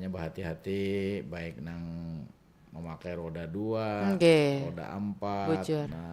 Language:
Banjar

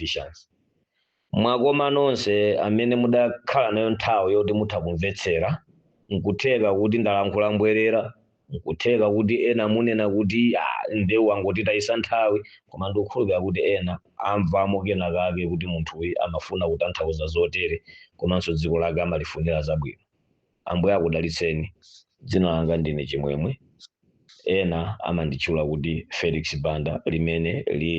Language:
Nyanja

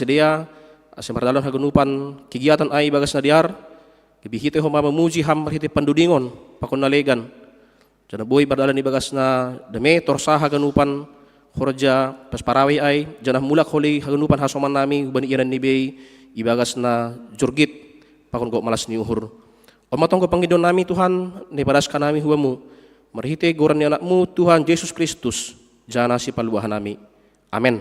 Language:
Batak Simalungun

